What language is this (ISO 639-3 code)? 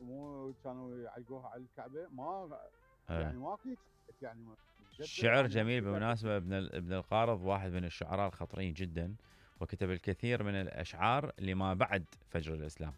acm